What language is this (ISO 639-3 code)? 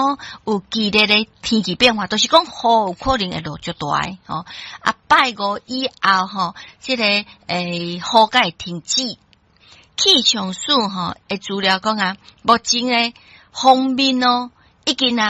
nan